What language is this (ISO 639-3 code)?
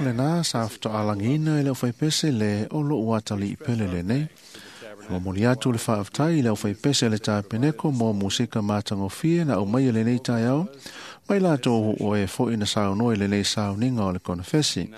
smo